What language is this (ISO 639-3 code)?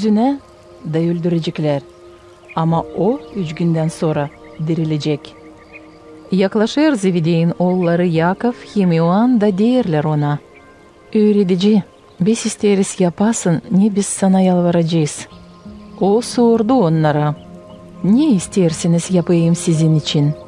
gag